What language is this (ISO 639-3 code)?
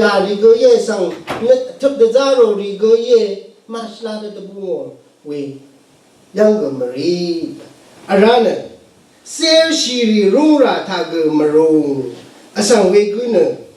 raw